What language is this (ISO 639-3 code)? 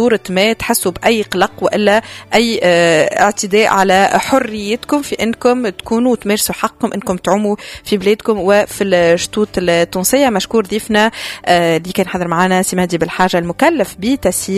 aeb